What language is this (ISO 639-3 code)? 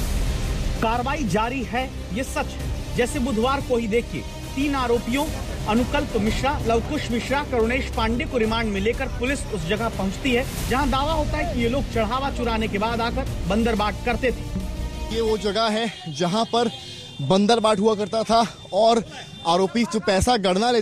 hin